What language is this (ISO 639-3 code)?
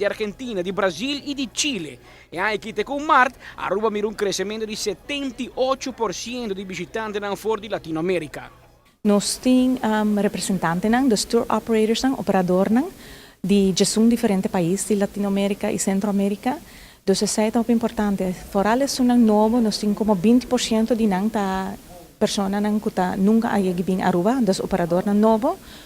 pap